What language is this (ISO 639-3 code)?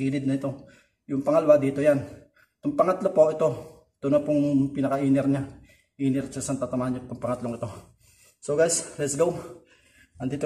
fil